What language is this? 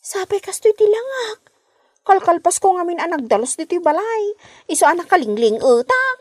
Iloko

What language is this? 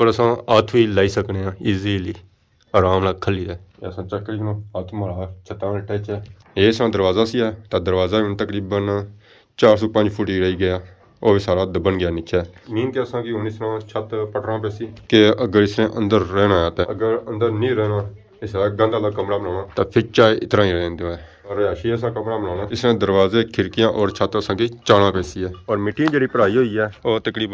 Pahari-Potwari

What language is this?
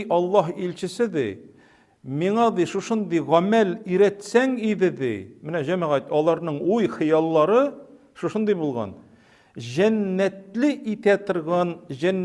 Tatar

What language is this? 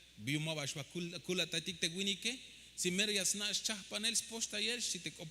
Tzeltal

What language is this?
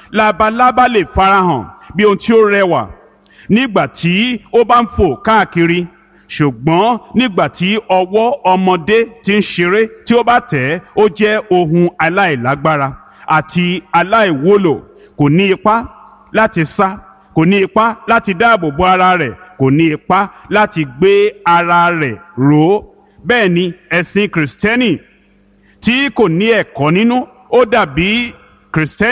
Yoruba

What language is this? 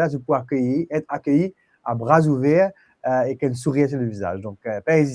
Morisyen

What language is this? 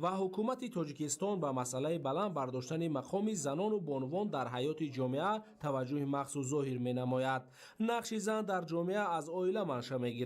Tajik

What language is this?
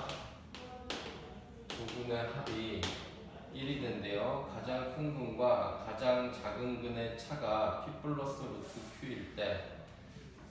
Korean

